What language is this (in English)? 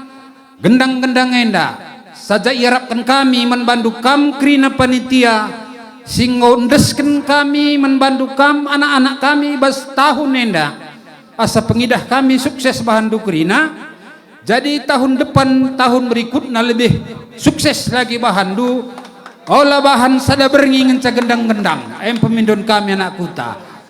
Batak Karo